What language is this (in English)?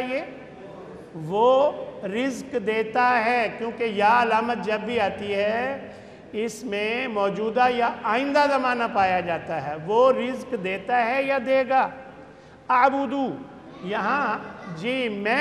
Urdu